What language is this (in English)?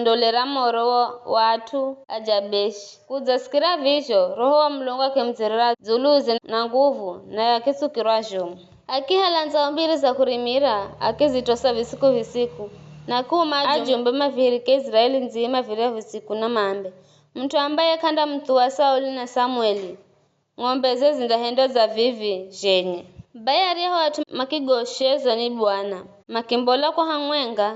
Giryama